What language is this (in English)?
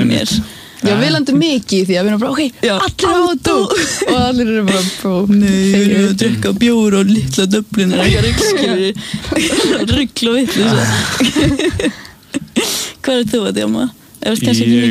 Icelandic